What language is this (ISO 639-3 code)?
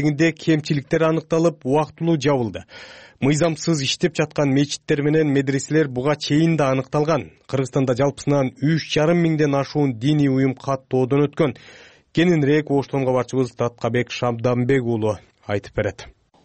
kir